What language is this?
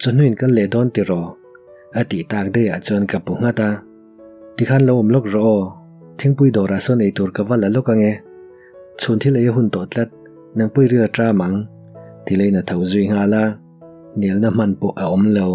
Mizo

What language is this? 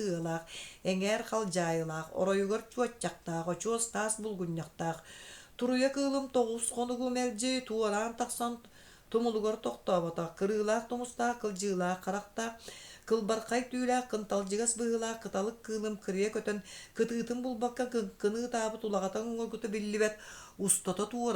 Yakut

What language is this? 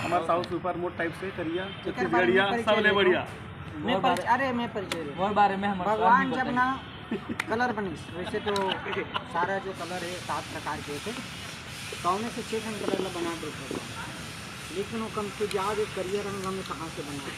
Chhattisgarhi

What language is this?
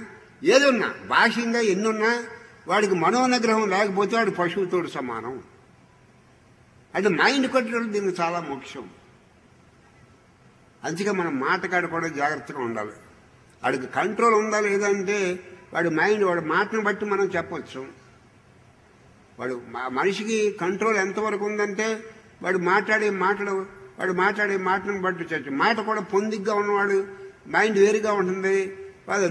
Telugu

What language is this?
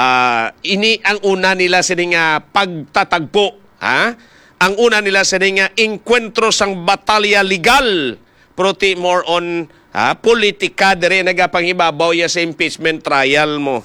Hiligaynon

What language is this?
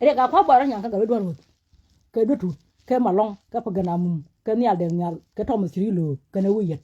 Nuer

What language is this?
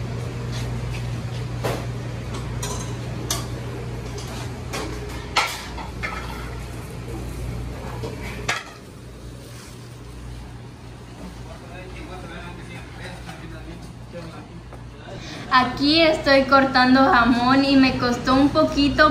Spanish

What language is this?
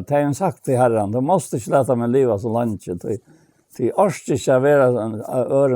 Faroese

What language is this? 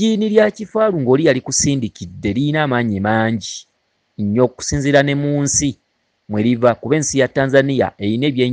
Ganda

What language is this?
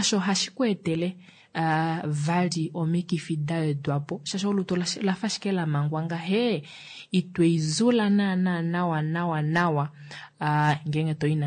Kuanyama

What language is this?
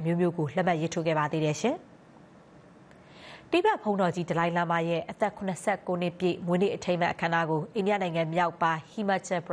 Burmese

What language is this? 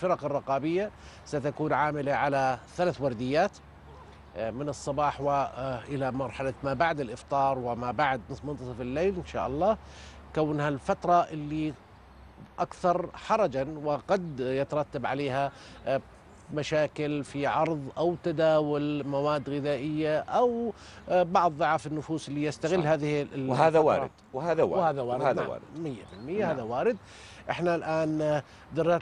South Levantine Arabic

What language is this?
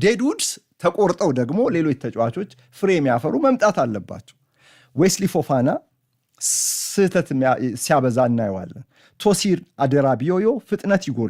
Amharic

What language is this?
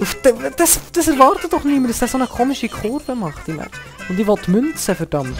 Swiss German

